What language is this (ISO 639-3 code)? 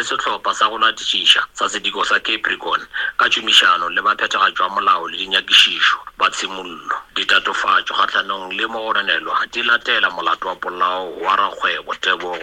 nso